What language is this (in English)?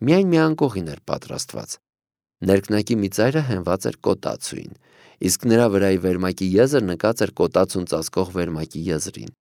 Armenian